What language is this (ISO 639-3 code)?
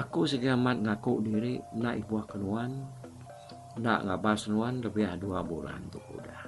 iba